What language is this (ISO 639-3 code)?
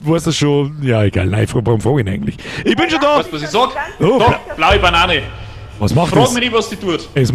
bar